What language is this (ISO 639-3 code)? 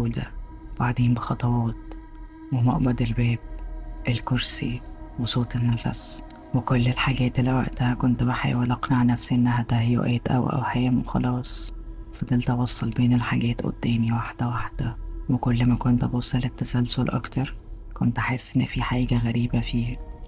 arz